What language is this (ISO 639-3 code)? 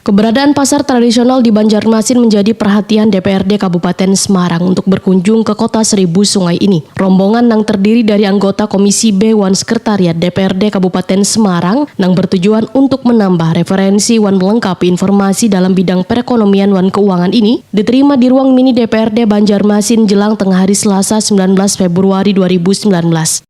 bjn